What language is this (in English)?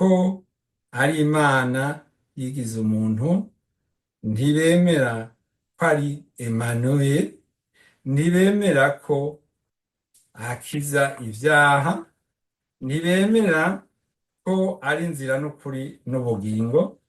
Rundi